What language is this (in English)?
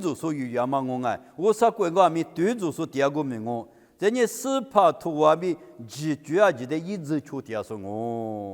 Lisu